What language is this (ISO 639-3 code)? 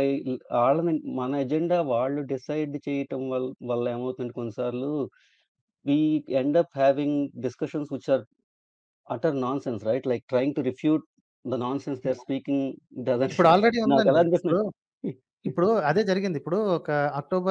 tel